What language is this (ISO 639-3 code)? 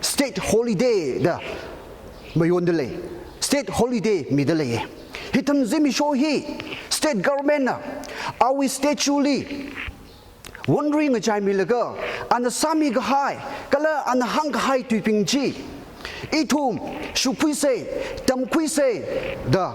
nmf